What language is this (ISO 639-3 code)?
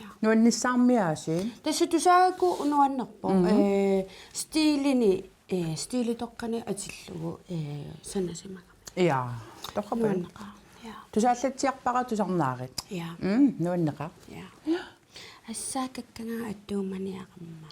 kal